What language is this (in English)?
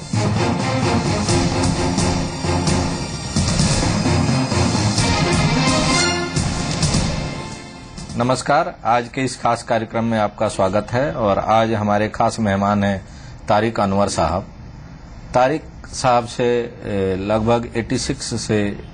Hindi